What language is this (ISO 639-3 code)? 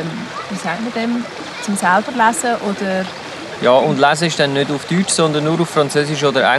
gsw